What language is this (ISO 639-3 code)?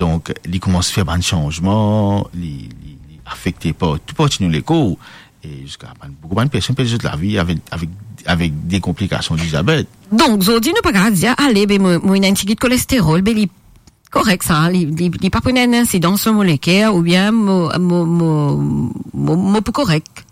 mfe